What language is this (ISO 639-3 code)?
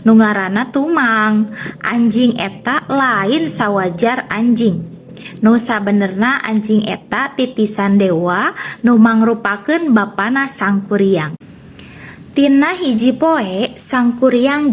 sun